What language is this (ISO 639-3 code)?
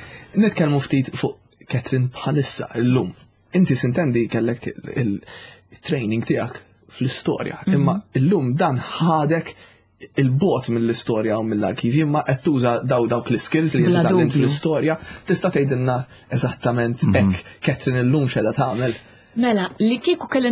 mlt